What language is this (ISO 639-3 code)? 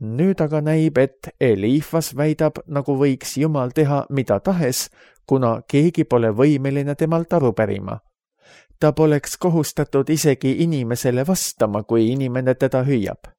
est